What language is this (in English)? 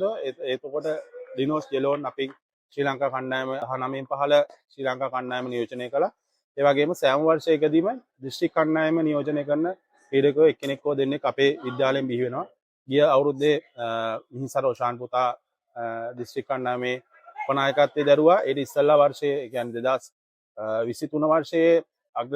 Sinhala